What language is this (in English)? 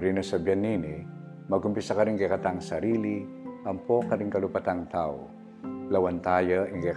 Pampanga